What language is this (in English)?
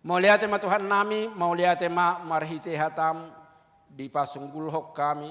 Batak Toba